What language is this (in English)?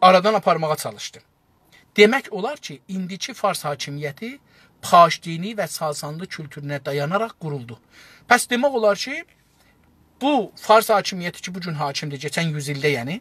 South Azerbaijani